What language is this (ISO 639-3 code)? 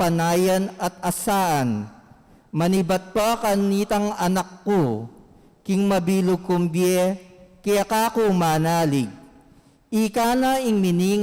pam